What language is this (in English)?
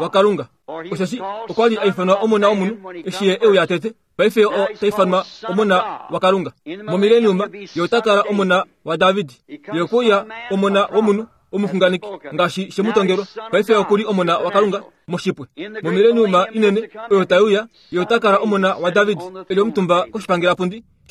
Kuanyama